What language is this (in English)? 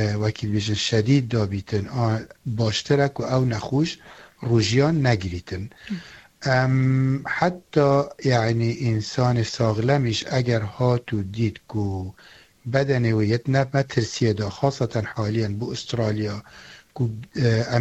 Kurdish